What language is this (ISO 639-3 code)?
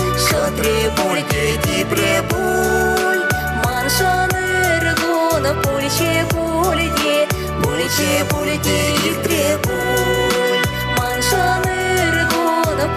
chv